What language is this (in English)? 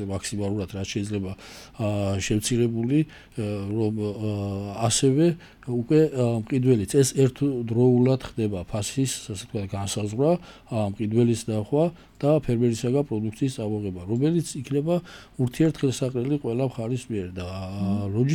Georgian